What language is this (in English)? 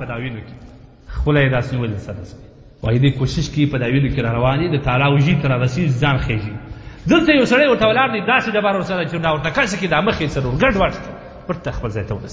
Pashto